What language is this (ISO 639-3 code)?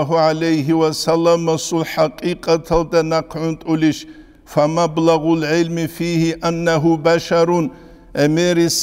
ava